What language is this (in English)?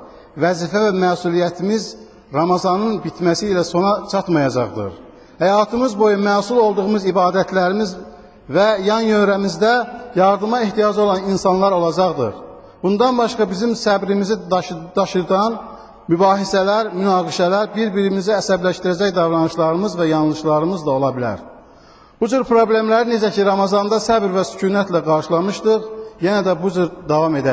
Azerbaijani